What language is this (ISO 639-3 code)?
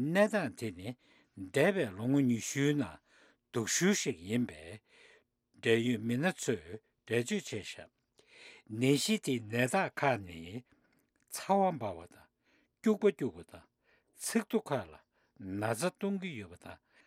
bod